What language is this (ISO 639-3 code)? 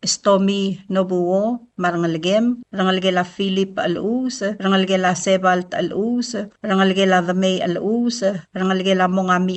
pau